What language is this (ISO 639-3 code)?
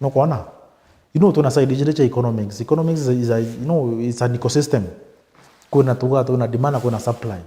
mer